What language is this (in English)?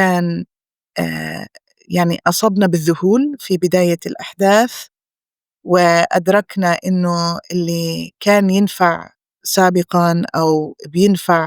North Levantine Arabic